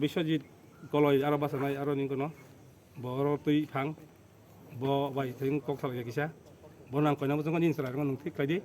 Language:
Kok Borok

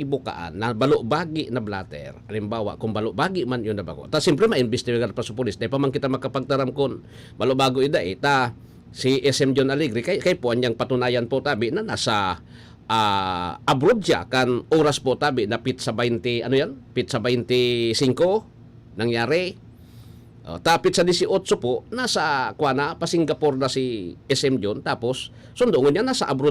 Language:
Bikol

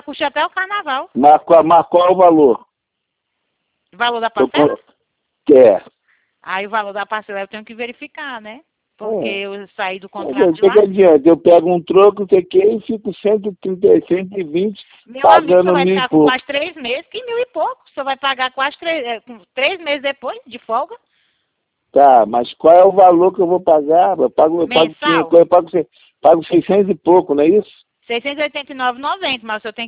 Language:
Portuguese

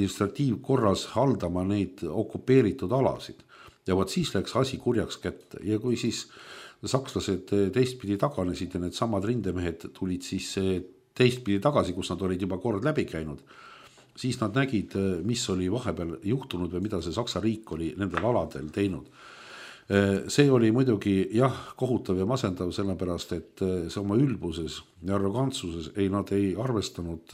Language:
Estonian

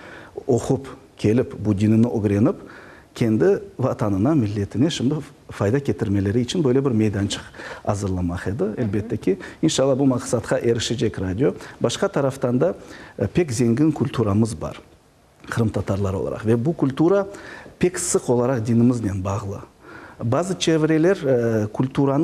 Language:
Crimean Tatar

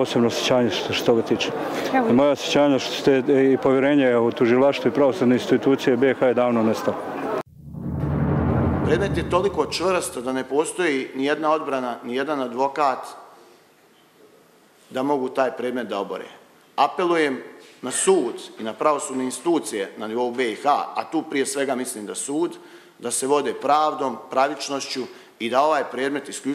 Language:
Bosnian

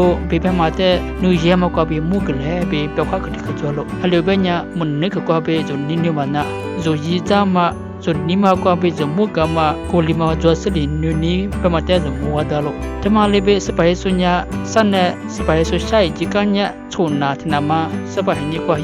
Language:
Lisu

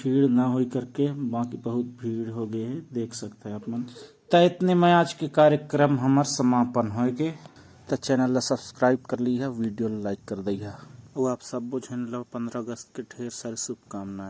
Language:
Chhattisgarhi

